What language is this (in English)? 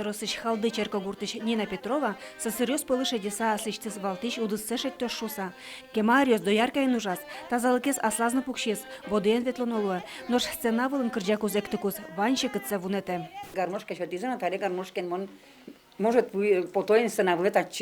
Udmurt